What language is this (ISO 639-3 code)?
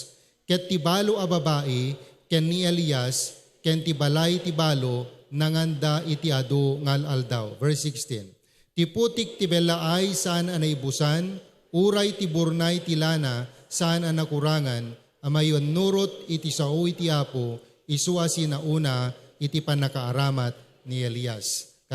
ilo